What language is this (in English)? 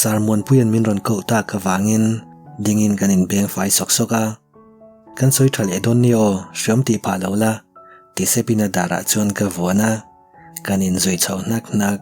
Mizo